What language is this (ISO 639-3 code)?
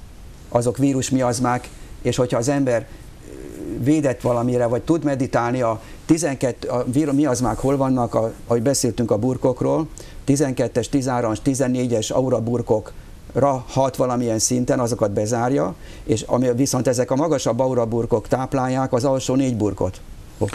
hun